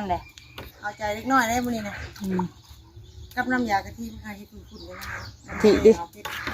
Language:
Northeastern Thai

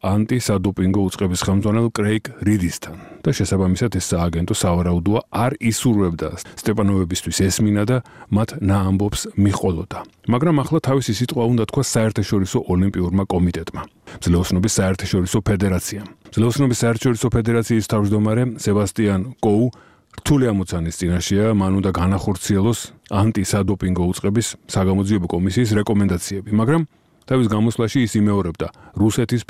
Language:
Georgian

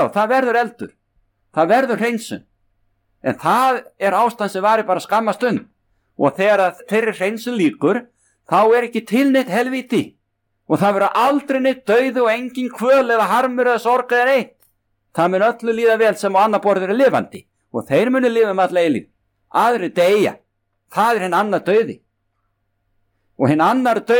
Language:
Icelandic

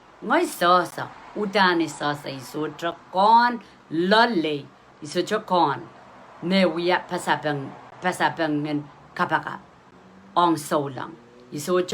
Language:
Pohnpeian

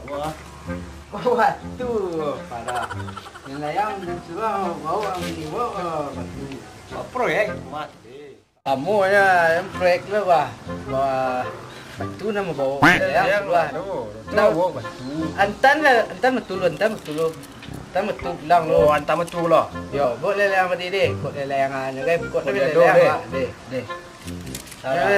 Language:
Minangkabau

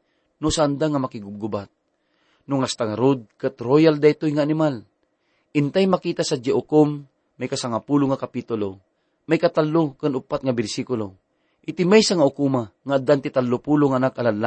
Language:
Iloko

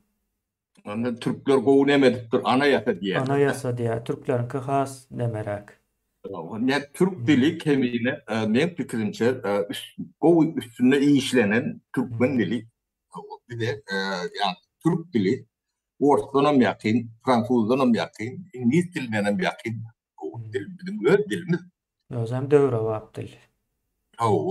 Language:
Turkmen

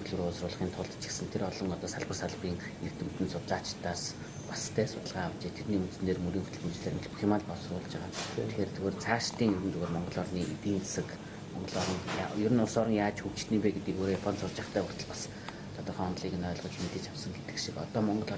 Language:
Mongolian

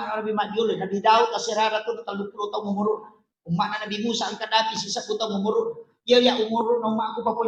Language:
Buginese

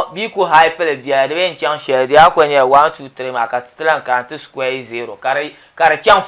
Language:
Dagbani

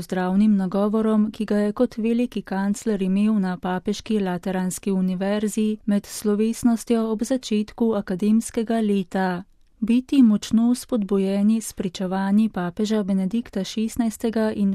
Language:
Slovenian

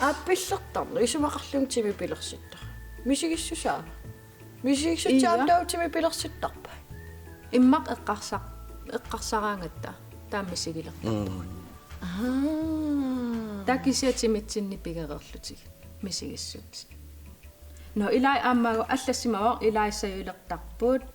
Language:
Kalaallisut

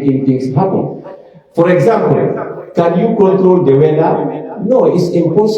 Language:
Pular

